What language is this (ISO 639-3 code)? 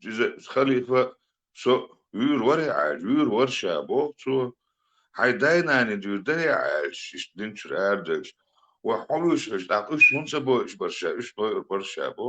che